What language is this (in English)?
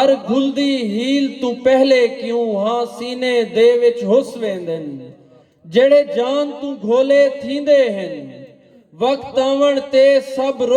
Saraiki